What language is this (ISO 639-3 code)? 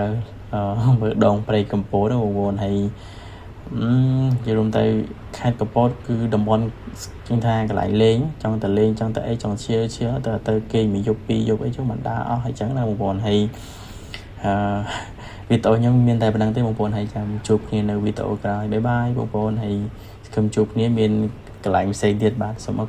khm